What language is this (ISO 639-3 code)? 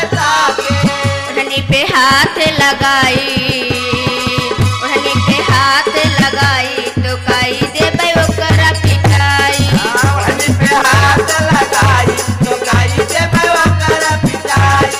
bho